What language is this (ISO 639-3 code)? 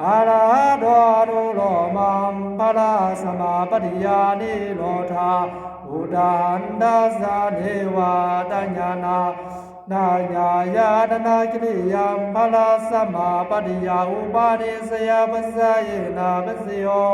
pli